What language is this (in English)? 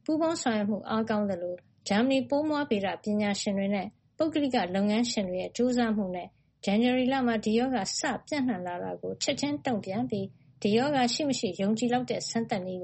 Burmese